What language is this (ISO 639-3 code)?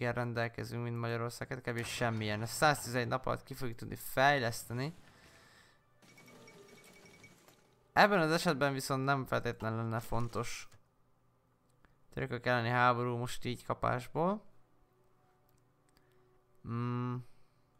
hun